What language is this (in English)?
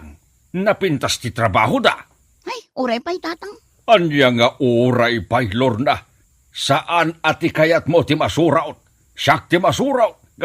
Iloko